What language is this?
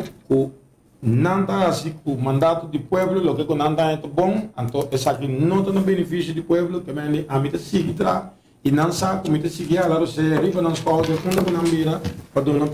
Papiamento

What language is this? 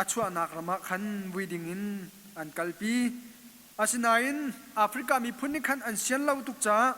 Hakha Chin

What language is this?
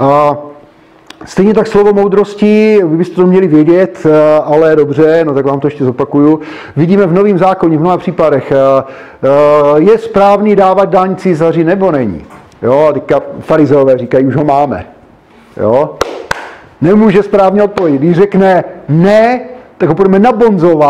Czech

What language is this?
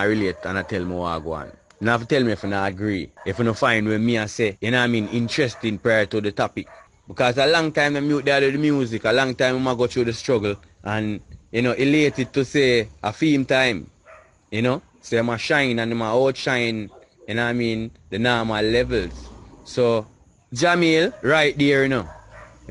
Jamaican Creole English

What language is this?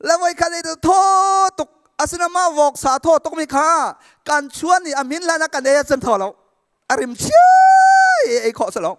Hakha Chin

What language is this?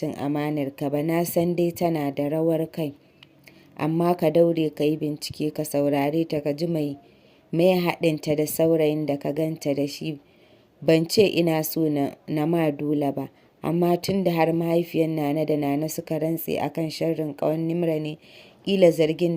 Hausa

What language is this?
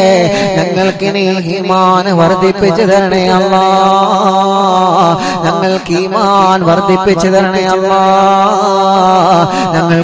Malayalam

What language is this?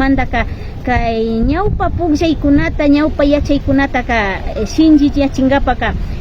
Imbabura Highland Quichua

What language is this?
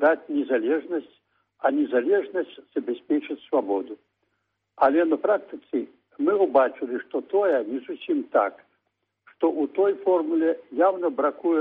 Belarusian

